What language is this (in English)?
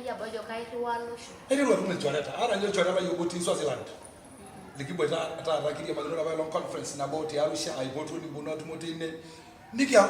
Masai